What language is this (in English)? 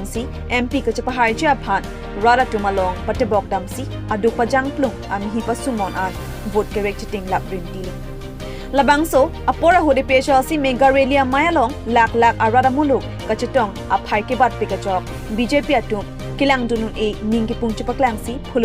Karbi